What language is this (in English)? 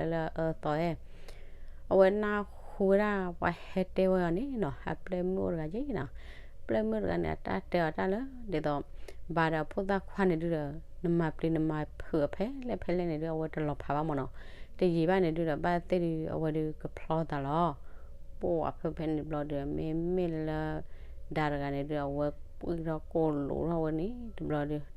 S'gaw Karen